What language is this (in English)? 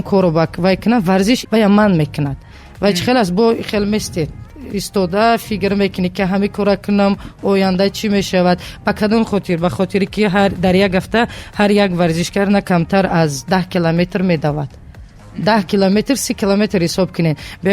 Tajik